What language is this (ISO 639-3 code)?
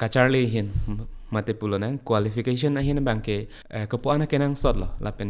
mjw